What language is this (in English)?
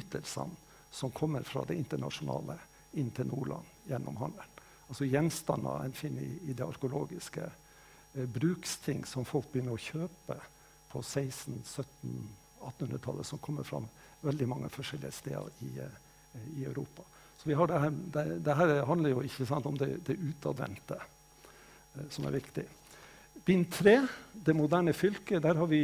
Norwegian